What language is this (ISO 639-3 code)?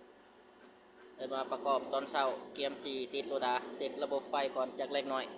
lao